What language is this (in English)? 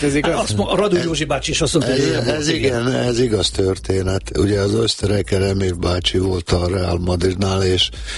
Hungarian